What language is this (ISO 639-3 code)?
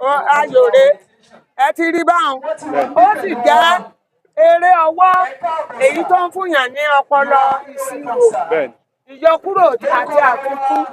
yor